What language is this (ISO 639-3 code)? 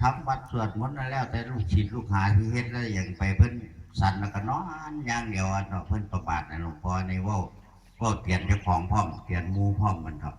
tts